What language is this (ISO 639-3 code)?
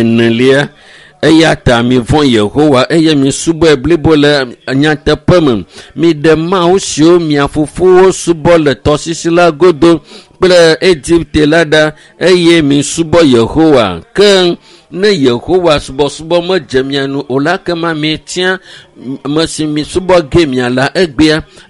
ewe